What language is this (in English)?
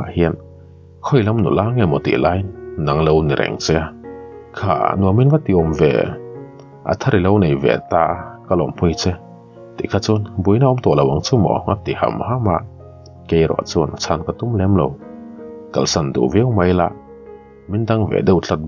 Mizo